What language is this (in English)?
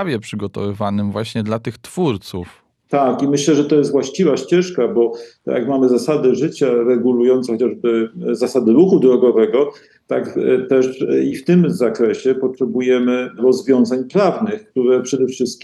Polish